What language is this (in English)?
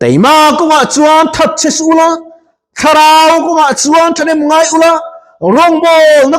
Mizo